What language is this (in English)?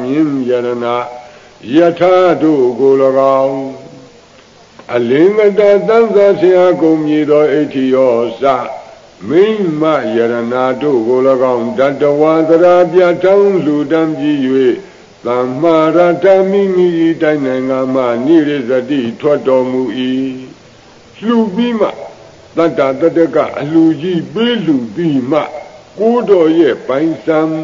Burmese